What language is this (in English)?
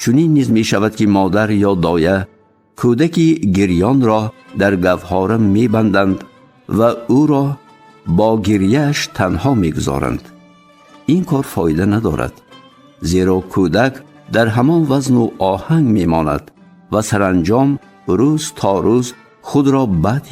Tajik